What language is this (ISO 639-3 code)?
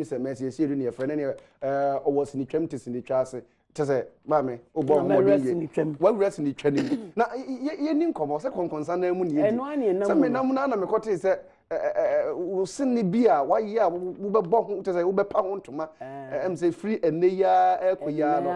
aka